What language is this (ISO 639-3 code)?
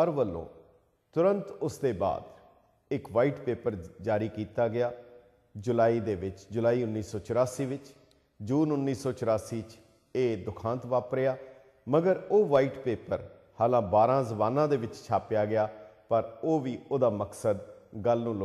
pan